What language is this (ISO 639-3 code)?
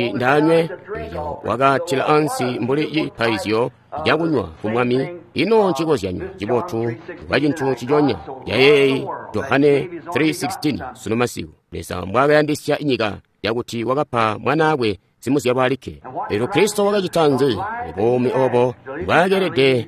toi